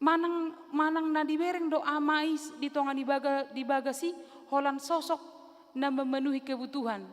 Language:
Batak Toba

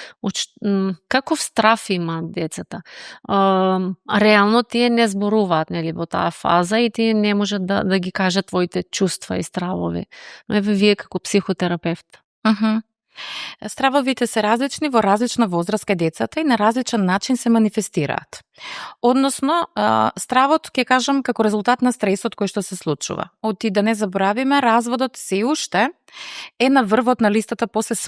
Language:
Macedonian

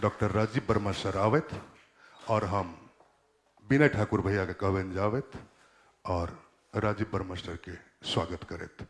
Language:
Maithili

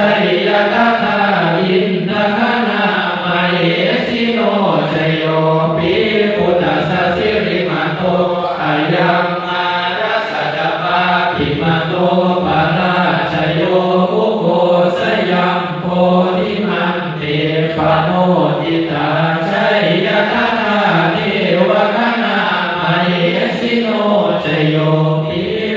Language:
Pali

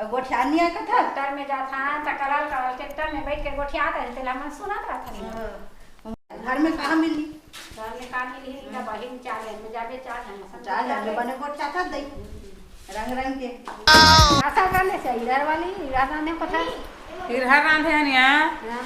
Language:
Chhattisgarhi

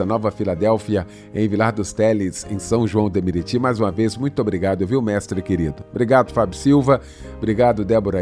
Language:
Portuguese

